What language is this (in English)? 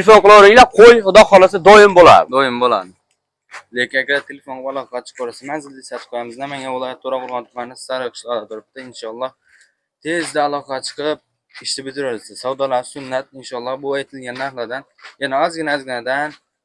Uzbek